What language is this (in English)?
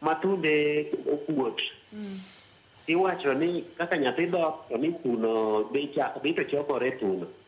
Luo (Kenya and Tanzania)